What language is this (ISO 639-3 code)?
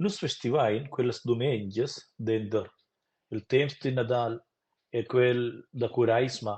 roh